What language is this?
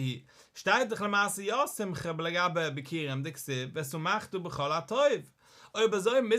Yiddish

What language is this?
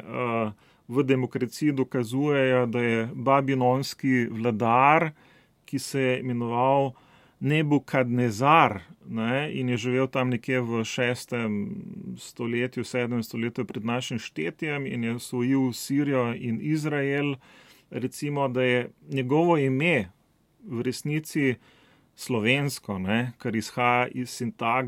Slovenian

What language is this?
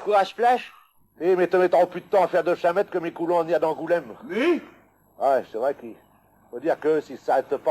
Picard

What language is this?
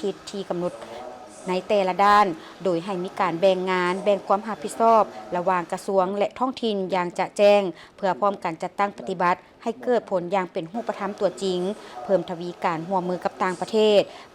Lao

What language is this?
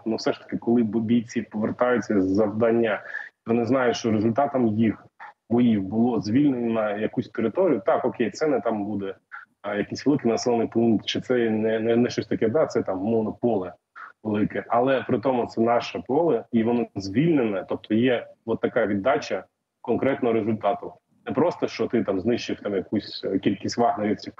Ukrainian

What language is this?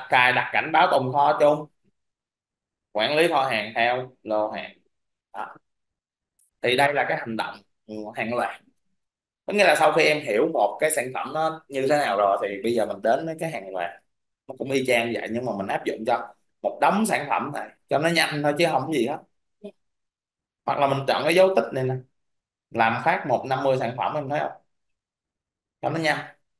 Vietnamese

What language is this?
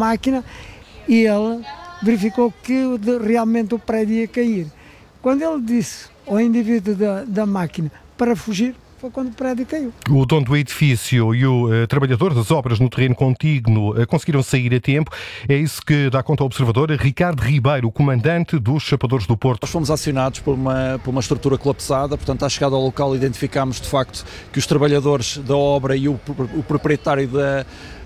Portuguese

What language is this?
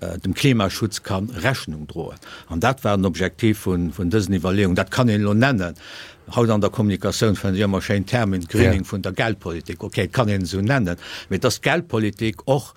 Luxembourgish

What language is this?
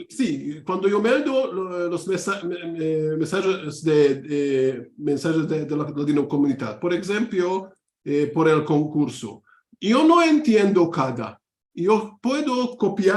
Ladino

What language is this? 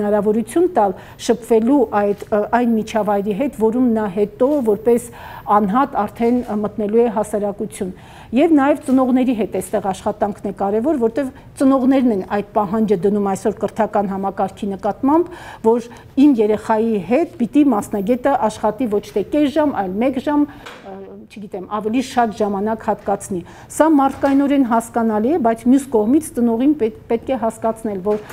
Armenian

